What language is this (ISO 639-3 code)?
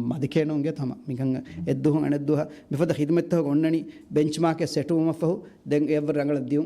div